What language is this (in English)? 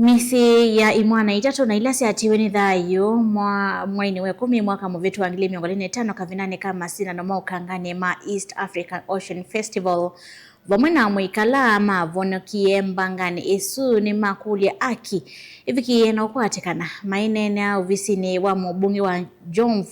Kamba